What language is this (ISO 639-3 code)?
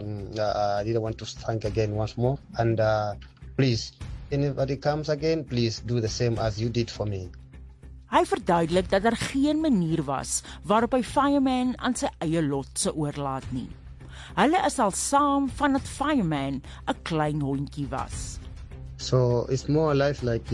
afr